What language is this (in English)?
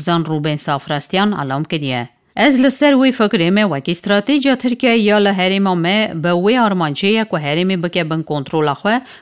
Kurdish